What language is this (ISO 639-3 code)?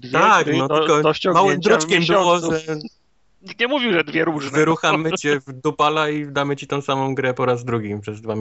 pol